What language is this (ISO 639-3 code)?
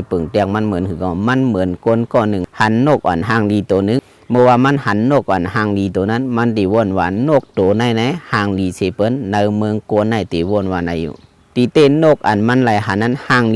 shn